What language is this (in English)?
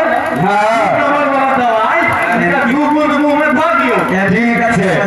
Maithili